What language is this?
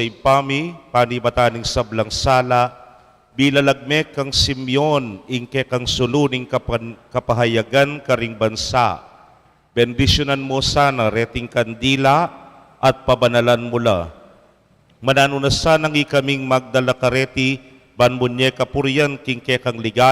Pampanga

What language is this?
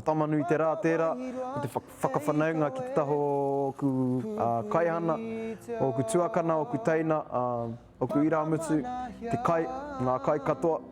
Māori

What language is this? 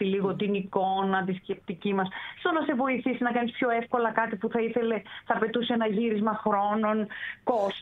Greek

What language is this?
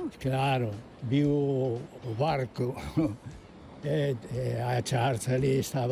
Galician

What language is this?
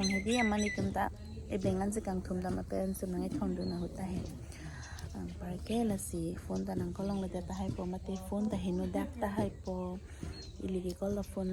Karbi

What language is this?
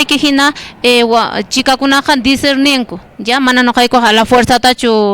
Quechua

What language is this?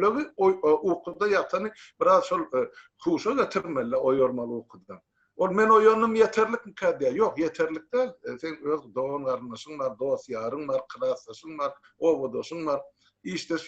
Turkmen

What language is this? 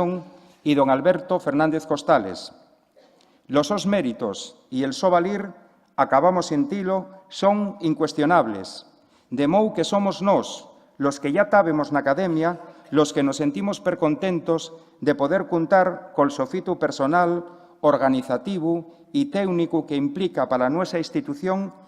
Asturian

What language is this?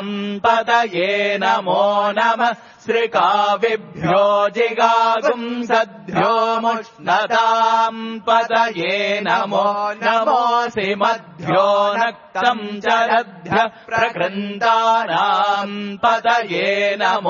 Sanskrit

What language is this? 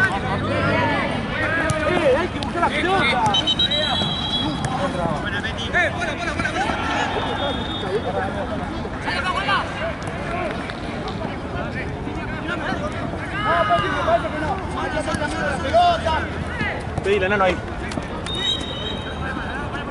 Spanish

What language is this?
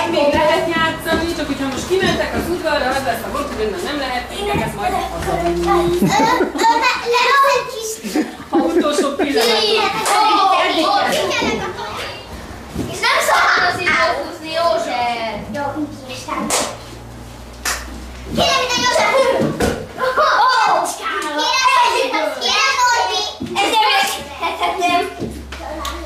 Hungarian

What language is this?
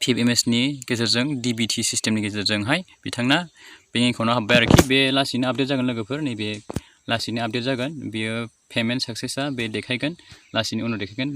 Bodo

